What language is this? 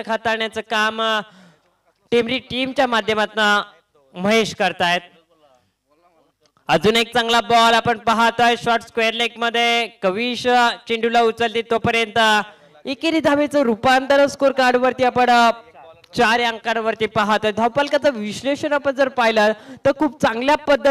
Marathi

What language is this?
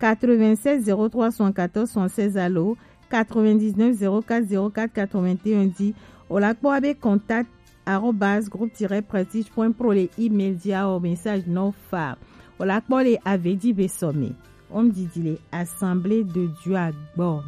Gen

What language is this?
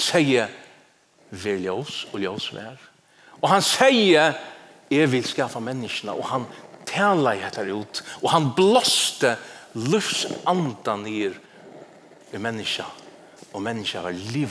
Faroese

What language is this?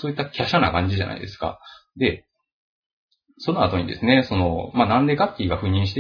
Japanese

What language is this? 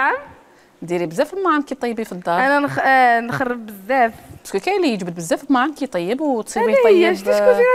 Algerian Arabic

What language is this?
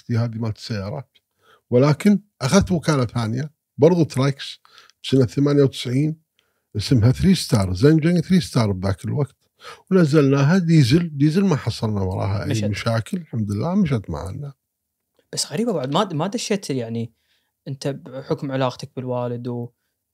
Gulf Arabic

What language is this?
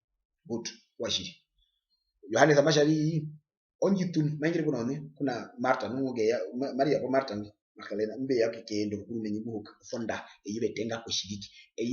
Herero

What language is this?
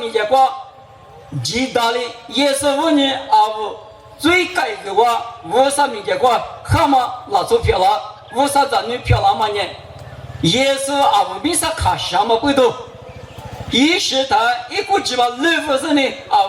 Lisu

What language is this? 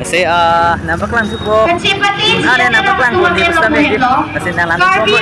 Karbi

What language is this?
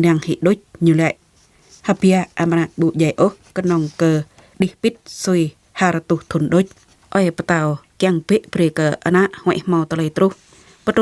Jarai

